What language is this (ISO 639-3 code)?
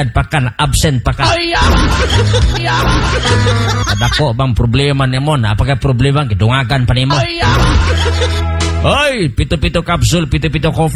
ceb